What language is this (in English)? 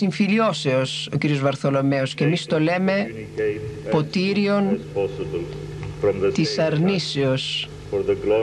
Greek